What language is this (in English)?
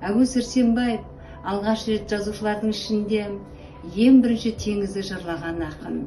Kazakh